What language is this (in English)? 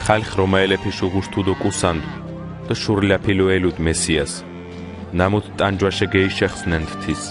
Mingrelian